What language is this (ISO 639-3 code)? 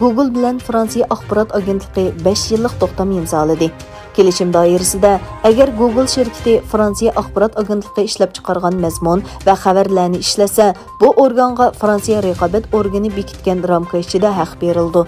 uig